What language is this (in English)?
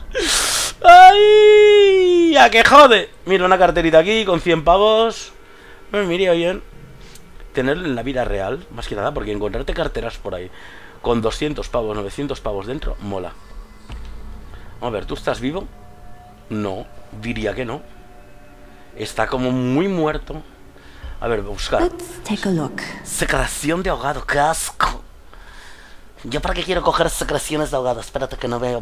Spanish